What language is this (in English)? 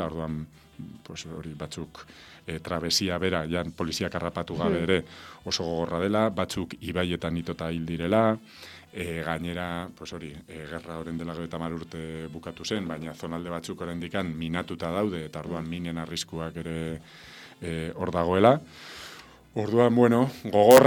Basque